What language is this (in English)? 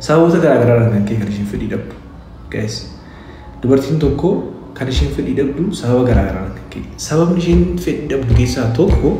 Oromo